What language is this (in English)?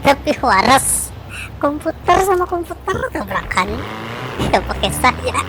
Banjar